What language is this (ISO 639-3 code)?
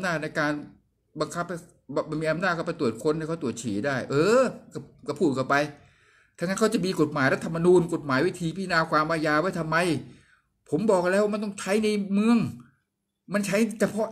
tha